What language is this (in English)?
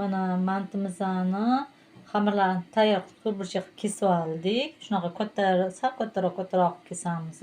Uzbek